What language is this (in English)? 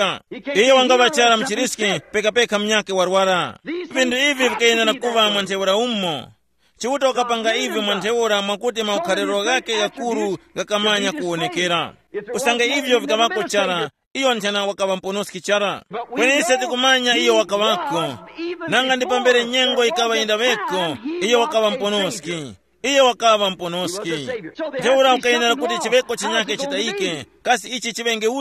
Tumbuka